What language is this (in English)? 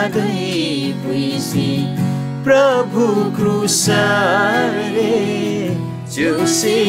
Eastern Tamang